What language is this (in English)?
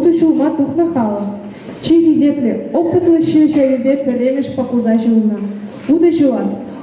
Chuvash